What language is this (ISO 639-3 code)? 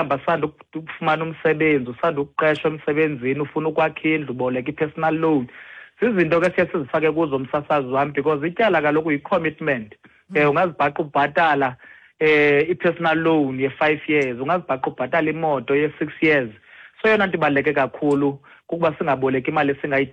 xho